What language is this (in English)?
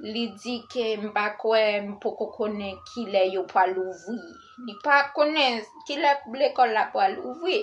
Haitian Creole